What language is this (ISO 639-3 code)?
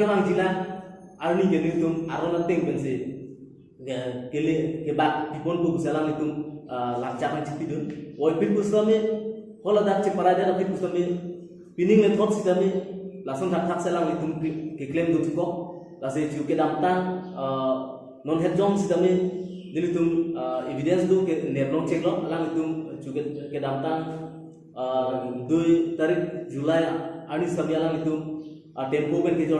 mjw